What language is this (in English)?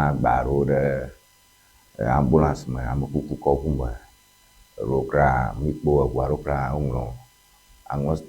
Ewe